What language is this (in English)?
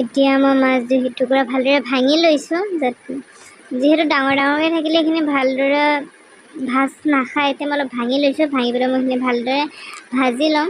Assamese